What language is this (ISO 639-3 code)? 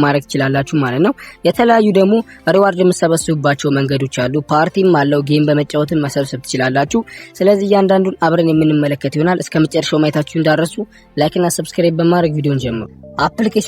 amh